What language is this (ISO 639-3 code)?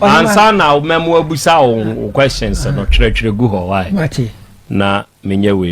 aka